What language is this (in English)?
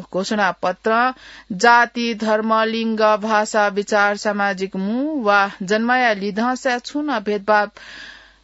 Newari